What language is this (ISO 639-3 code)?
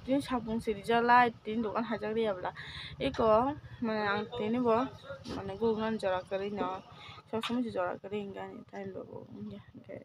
trp